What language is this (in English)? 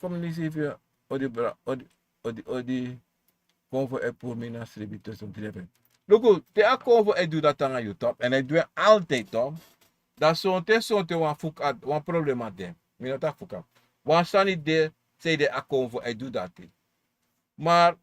Sranan Tongo